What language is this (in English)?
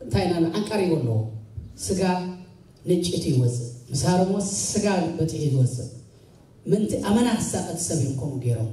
Tigrinya